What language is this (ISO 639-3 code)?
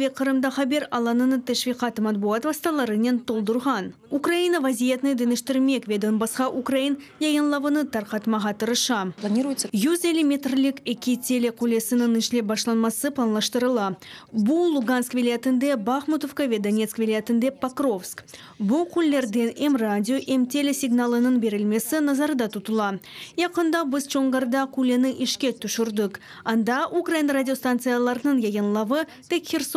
crh